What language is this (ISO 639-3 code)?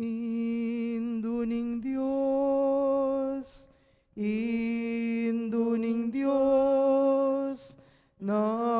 pam